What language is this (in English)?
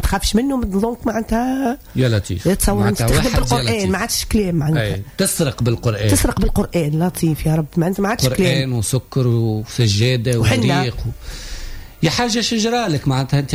Tunisian Arabic